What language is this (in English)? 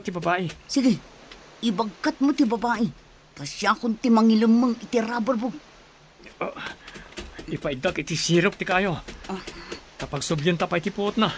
Iloko